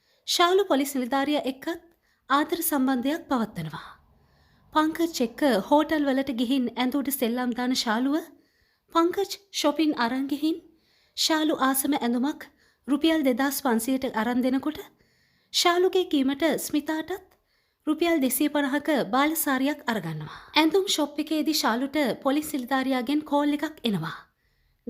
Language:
Sinhala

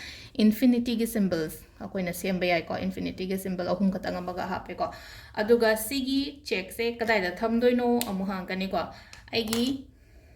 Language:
Manipuri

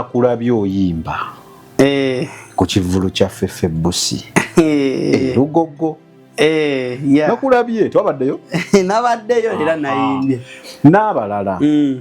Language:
Ganda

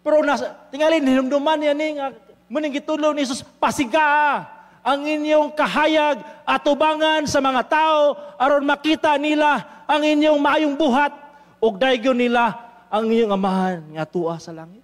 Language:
Cebuano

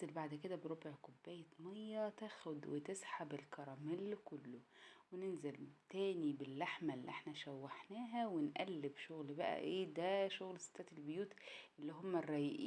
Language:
Egyptian Arabic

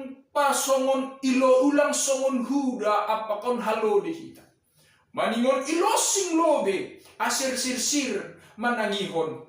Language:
Batak Simalungun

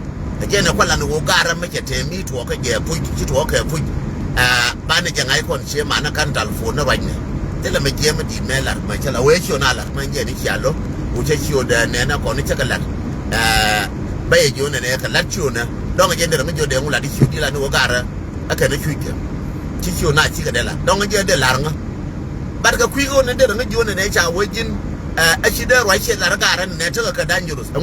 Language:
Nuer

